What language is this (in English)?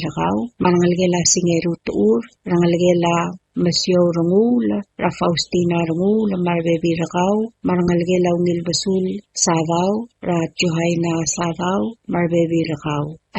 Palauan